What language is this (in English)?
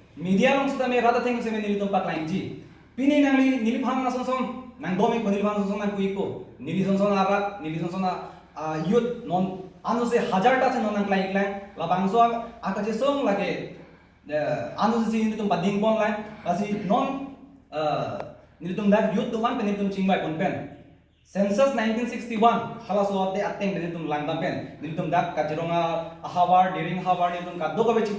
Karbi